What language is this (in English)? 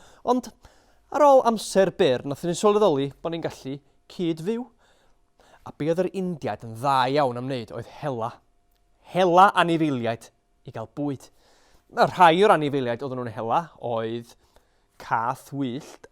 Welsh